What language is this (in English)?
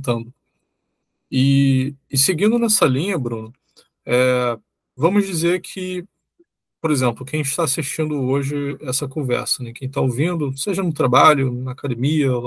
Portuguese